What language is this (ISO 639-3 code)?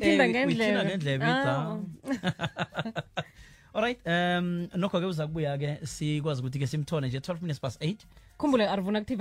nbl